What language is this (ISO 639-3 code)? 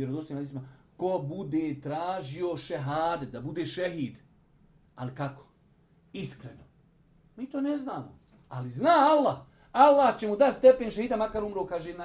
bos